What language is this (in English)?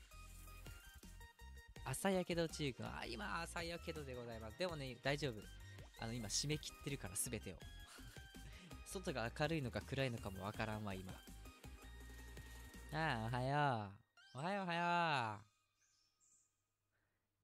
Japanese